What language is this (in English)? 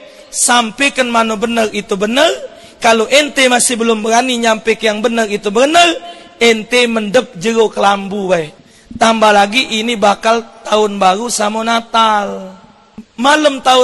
Musi